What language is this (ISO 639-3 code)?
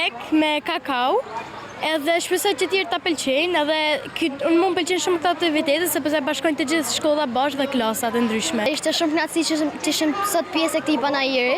sqi